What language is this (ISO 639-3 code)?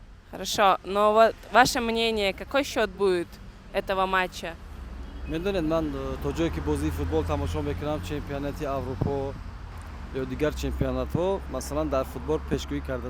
tgk